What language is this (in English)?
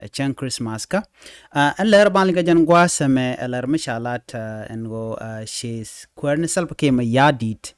Nuer